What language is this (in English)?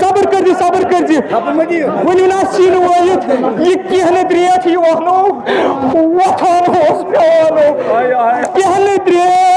Kashmiri